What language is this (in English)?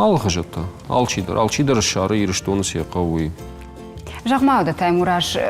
Ossetic